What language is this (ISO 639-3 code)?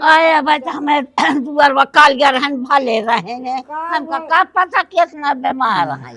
awa